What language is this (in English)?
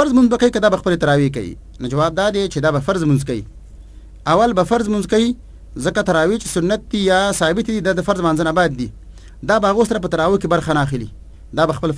Pashto